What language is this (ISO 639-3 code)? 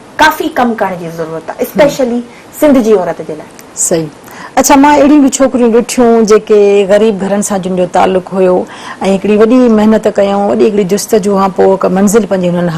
snd